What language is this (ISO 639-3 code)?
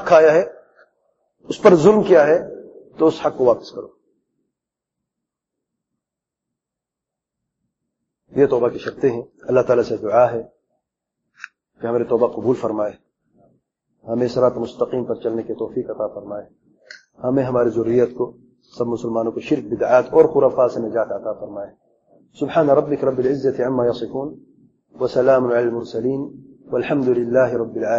urd